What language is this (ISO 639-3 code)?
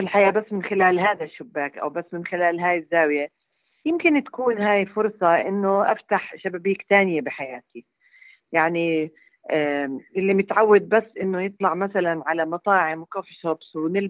apc